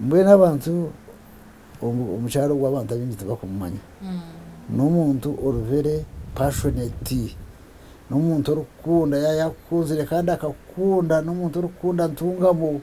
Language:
Nyankole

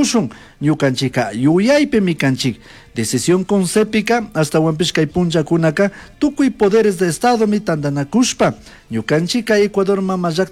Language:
Chimborazo Highland Quichua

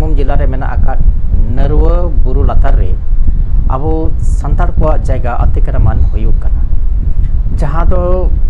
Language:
Santali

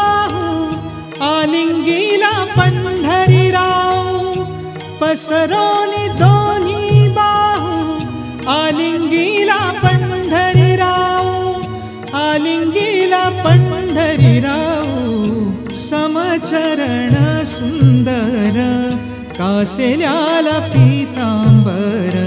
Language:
Marathi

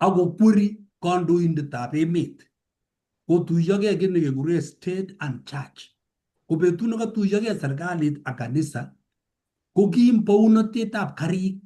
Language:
Kalenjin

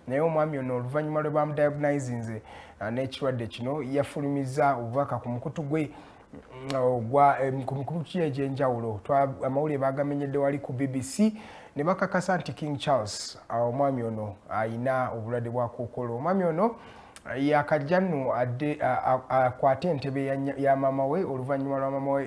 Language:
Ganda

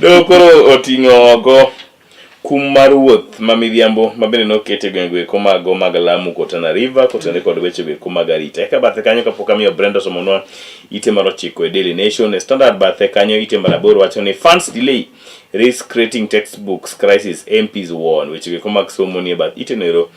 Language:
Luo (Kenya and Tanzania)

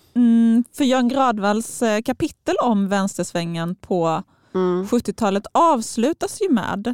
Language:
Swedish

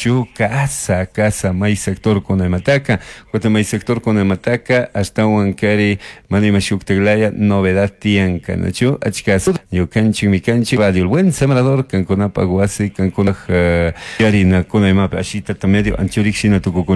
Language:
Chimborazo Highland Quichua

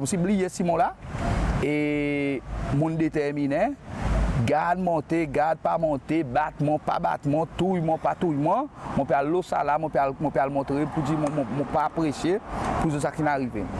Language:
Seselwa Creole French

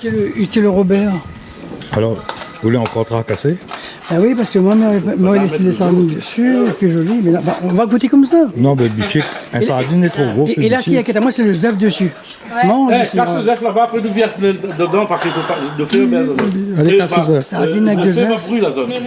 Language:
Réunion Creole French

